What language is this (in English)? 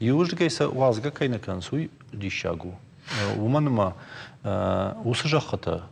Ossetic